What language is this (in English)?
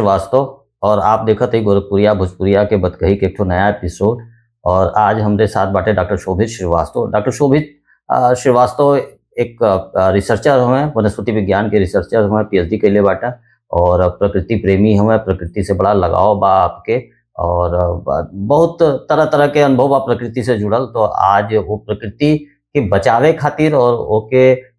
Bhojpuri